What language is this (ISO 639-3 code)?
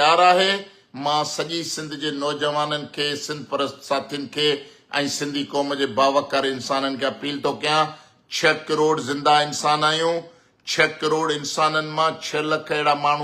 snd